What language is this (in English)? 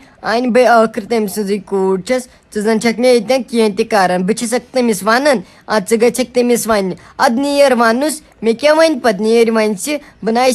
Kashmiri